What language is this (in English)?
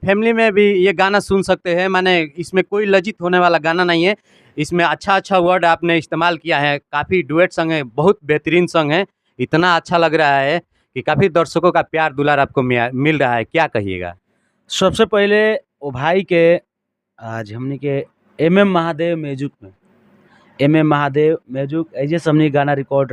Bhojpuri